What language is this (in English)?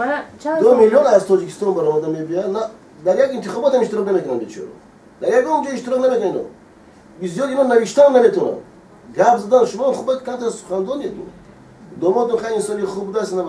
Tajik